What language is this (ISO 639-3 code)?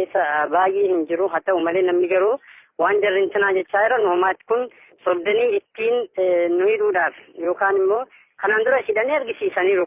orm